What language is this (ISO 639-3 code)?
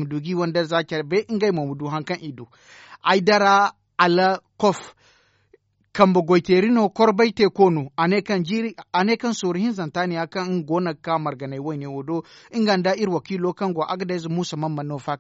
dje